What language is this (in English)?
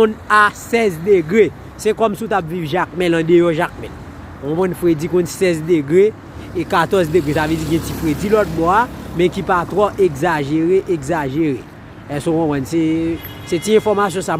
Haitian Creole